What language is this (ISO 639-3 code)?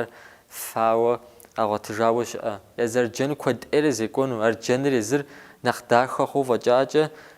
kbd